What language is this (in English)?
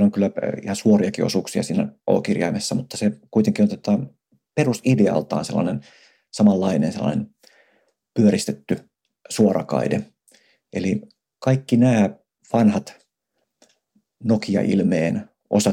Finnish